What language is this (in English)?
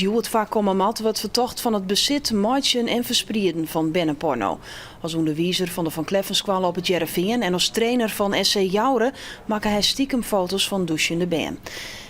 Western Frisian